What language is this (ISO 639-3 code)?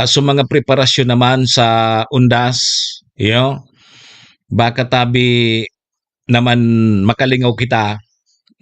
bik